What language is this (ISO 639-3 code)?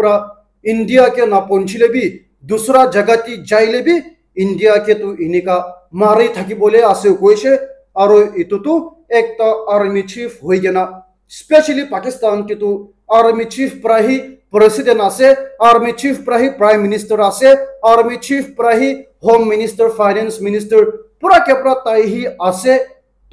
nag